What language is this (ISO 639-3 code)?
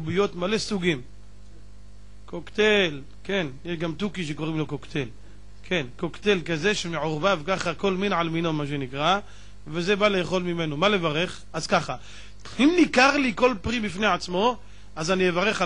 heb